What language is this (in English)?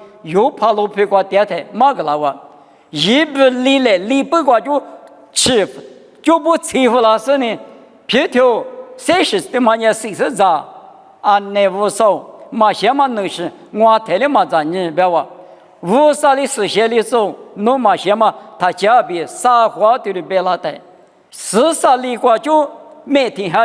Lisu